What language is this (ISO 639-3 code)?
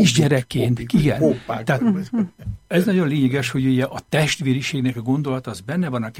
hun